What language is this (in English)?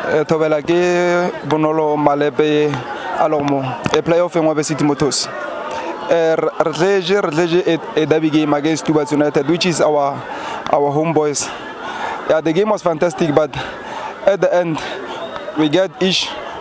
Northern Sotho